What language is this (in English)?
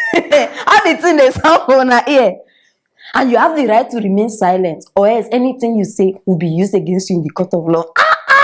Nigerian Pidgin